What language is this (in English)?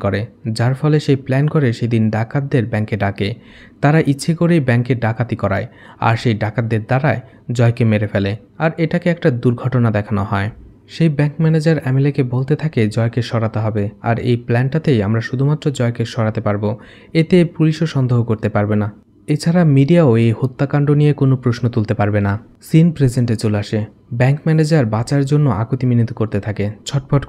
Bangla